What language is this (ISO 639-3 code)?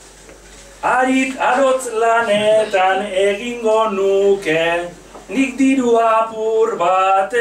eus